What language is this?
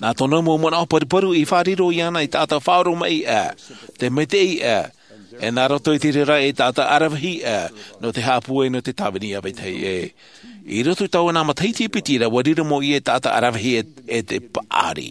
Tahitian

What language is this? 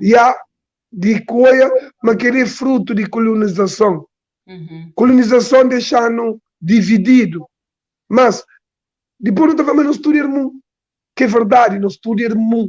Kabuverdianu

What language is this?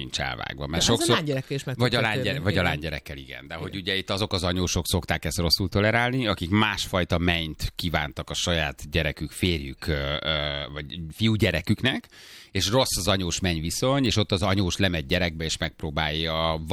Hungarian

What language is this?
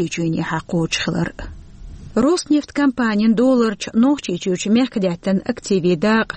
Chechen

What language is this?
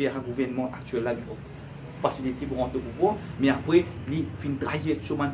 Morisyen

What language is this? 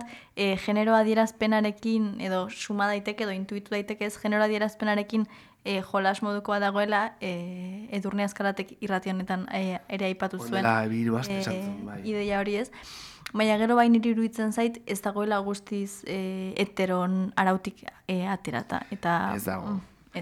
Basque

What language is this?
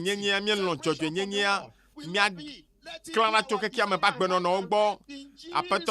Ewe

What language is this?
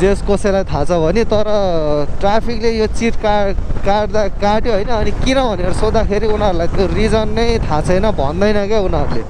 Nepali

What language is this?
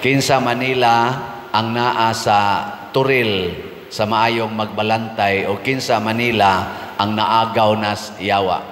Cebuano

